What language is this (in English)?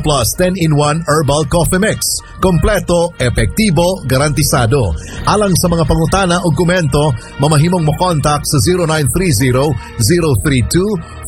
Cebuano